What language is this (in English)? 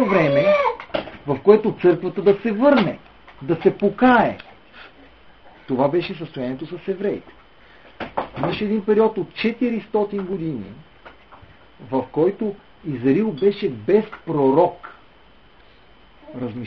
Bulgarian